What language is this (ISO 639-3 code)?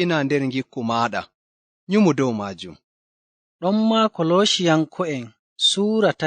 ful